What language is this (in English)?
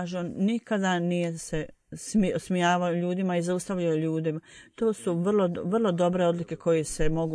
Bosnian